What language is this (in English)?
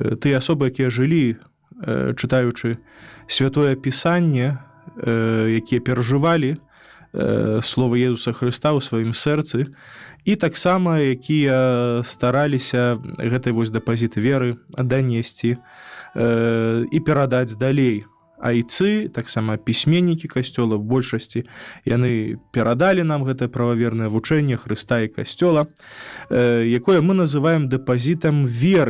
Belarusian